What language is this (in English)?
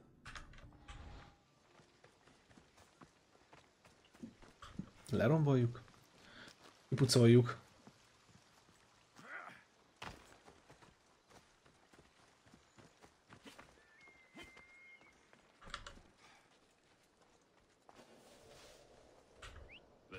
Hungarian